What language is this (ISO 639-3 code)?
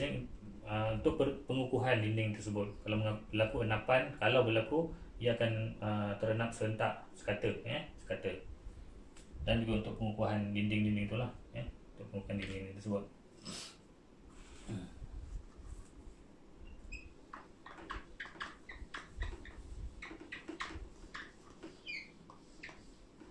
msa